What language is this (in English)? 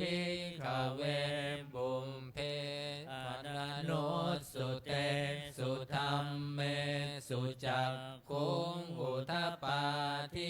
Pali